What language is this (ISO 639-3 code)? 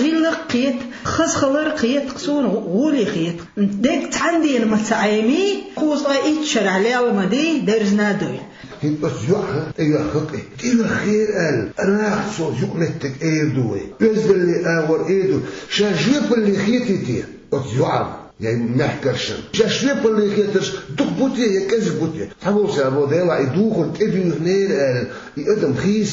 che